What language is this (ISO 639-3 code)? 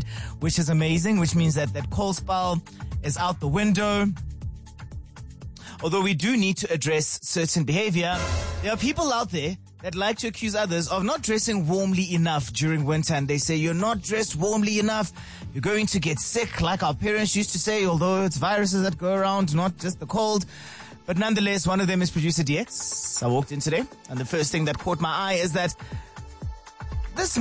eng